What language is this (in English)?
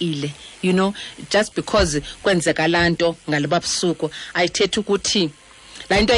Xhosa